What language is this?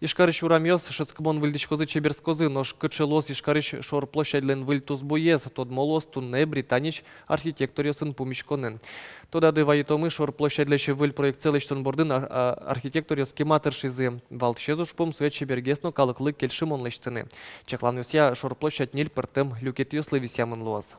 Udmurt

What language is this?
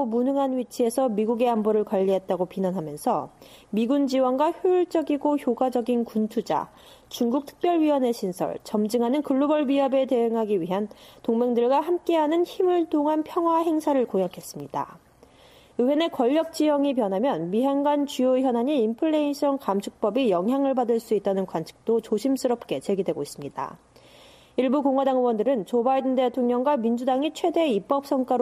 Korean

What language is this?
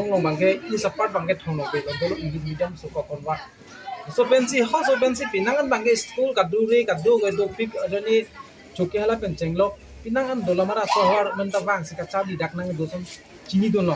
Karbi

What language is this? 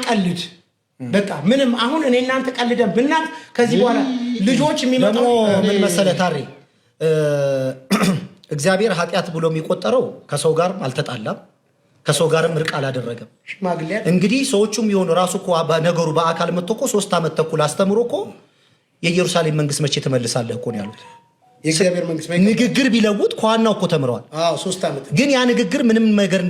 Amharic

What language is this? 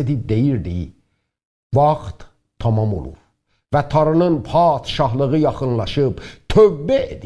South Azerbaijani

